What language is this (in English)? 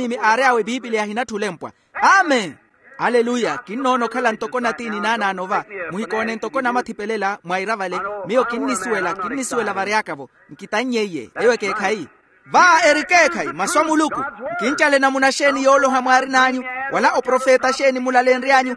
Makhuwa